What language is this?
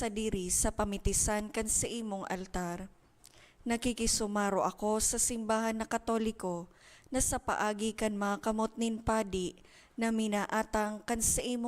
Bikol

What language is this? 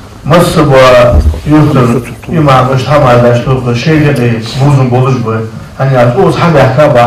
Ingush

